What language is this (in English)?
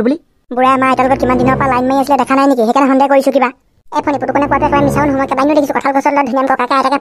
Assamese